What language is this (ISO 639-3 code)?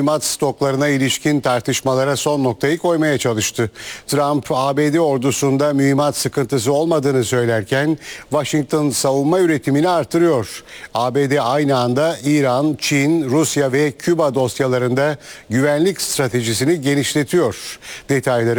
tur